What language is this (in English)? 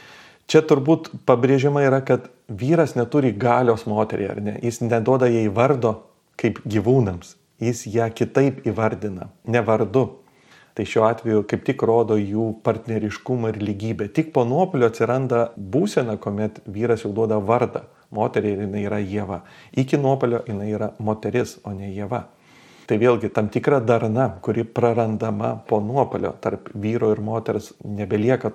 Lithuanian